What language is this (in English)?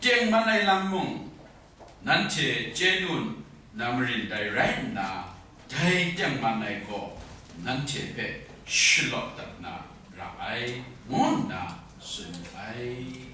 Kachin